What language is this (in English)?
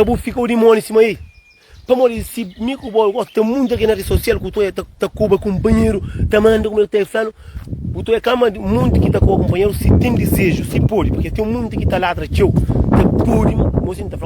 Kabuverdianu